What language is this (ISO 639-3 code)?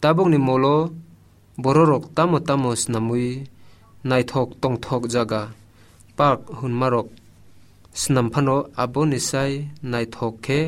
trp